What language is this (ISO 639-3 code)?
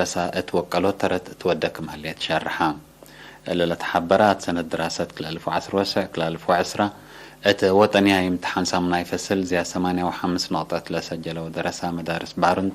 tig